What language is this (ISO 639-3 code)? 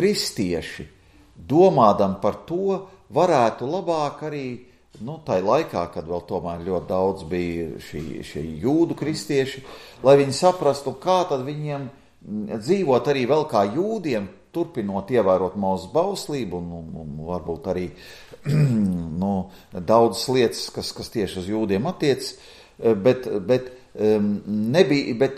lav